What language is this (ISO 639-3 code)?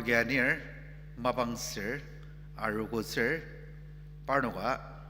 njo